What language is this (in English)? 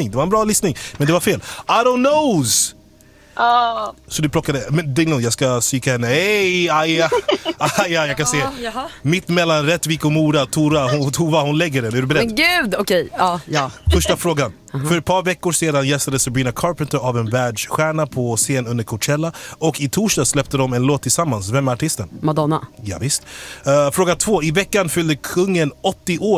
Swedish